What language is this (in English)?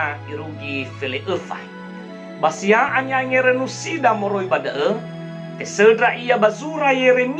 Nias